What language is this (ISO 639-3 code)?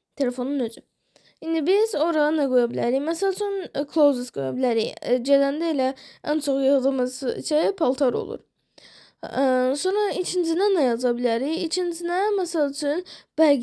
aze